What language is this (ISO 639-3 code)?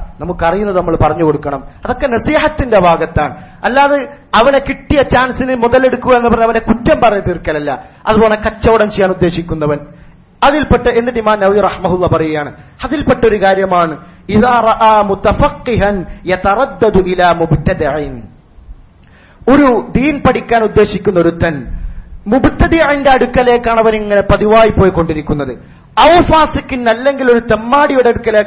mal